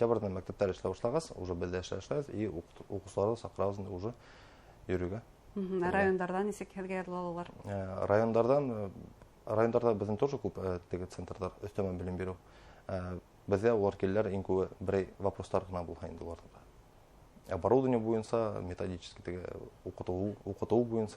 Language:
Bashkir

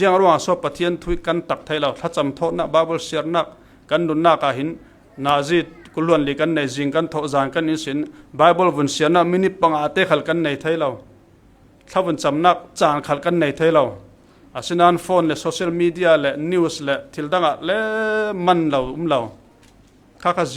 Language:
Falam Chin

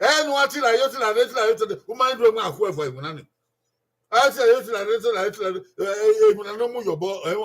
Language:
Bini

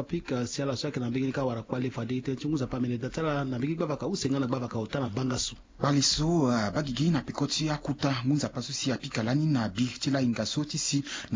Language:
Sango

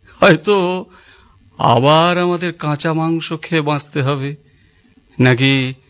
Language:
Bangla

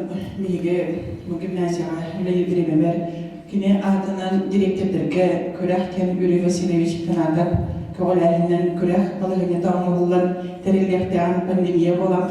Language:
Yakut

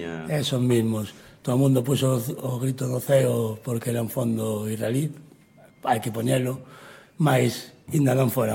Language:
Galician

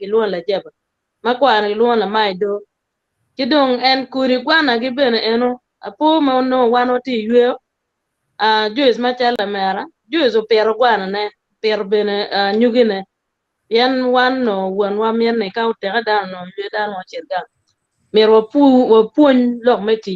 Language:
Acoli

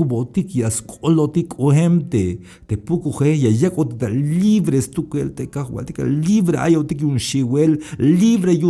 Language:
Tzeltal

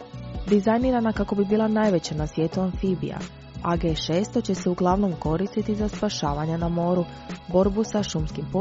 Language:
Croatian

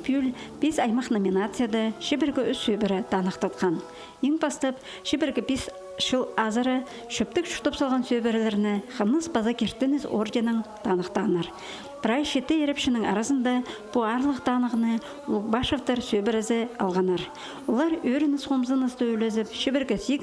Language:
Khakas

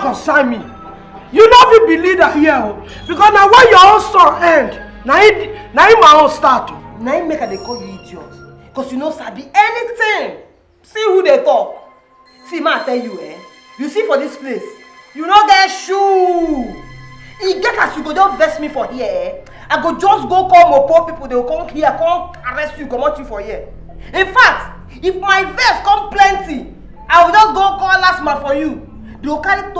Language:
Nigerian Pidgin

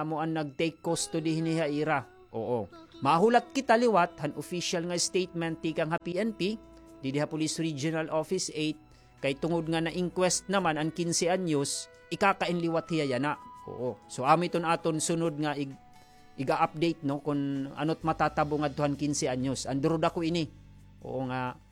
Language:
Waray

